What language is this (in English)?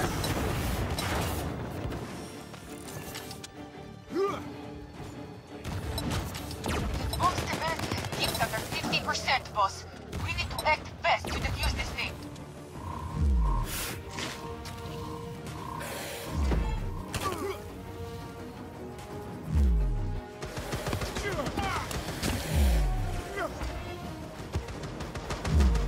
English